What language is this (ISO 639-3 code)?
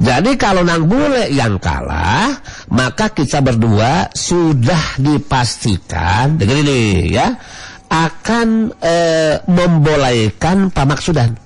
sun